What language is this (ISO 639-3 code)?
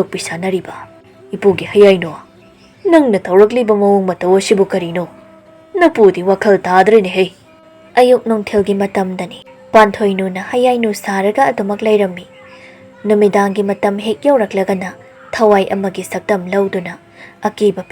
mni